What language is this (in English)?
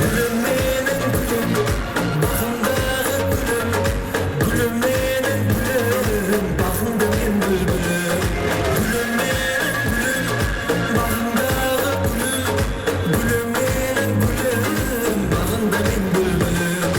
Kara-Kalpak